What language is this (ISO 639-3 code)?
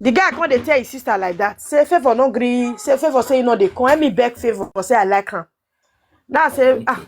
pcm